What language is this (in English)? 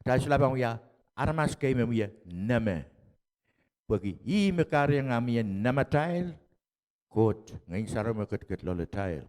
Pohnpeian